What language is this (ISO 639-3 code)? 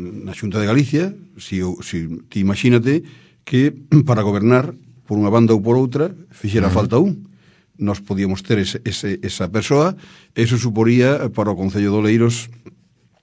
glg